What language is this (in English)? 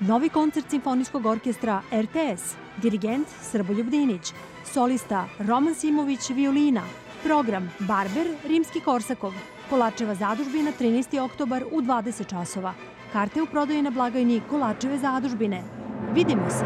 Serbian